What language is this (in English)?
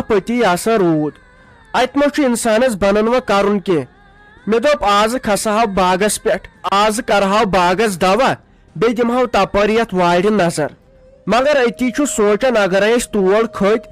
Kashmiri